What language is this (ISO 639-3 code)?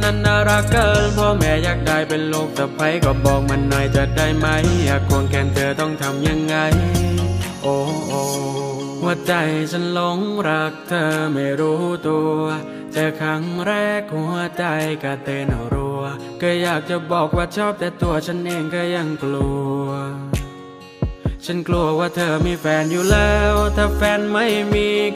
tha